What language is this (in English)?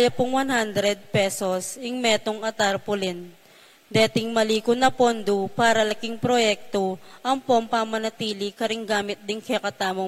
Pampanga